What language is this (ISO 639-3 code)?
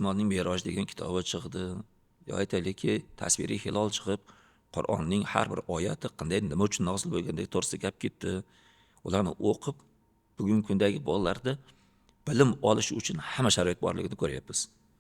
uzb